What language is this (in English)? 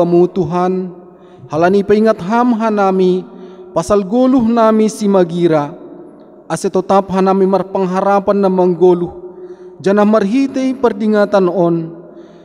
Batak Simalungun